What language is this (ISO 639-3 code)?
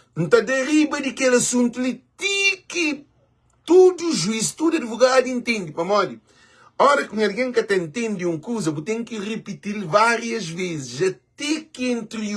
kea